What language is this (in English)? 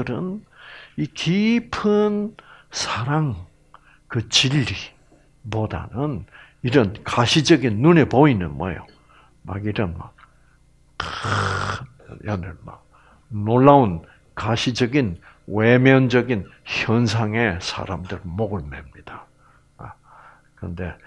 Korean